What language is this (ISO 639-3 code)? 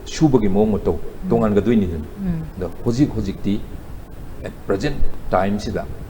mni